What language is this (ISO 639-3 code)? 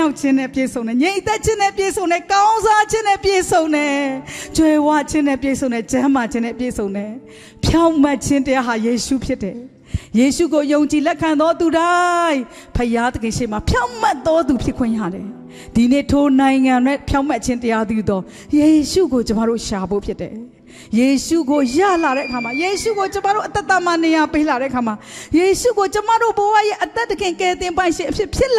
mya